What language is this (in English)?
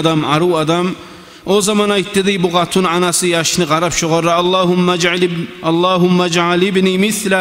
Kumyk